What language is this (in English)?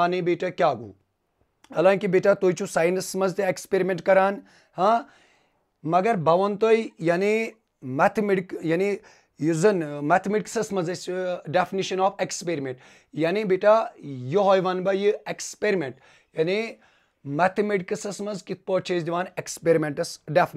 Kashmiri